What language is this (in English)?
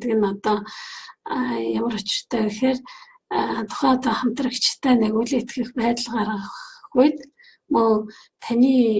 Mongolian